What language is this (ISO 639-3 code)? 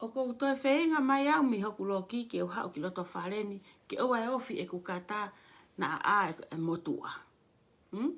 ton